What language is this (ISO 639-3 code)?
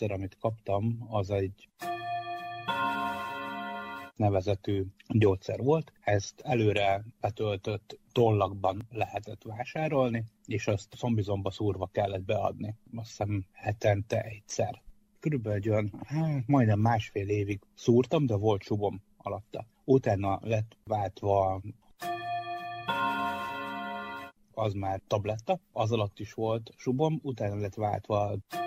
hun